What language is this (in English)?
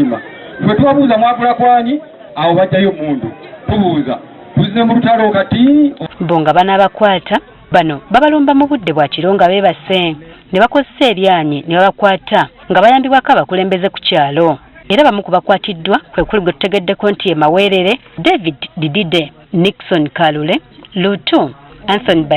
Ganda